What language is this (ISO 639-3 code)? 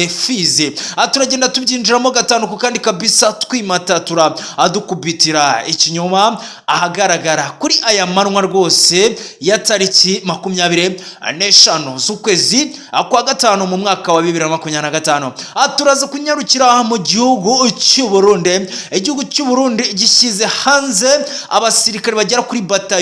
kin